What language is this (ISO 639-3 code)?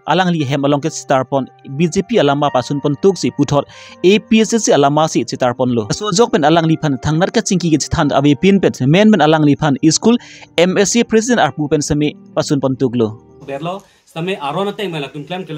mjw